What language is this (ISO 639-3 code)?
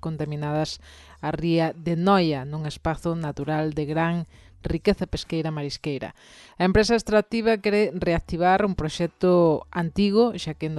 glg